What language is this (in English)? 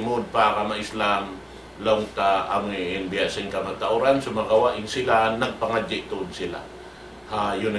Tausug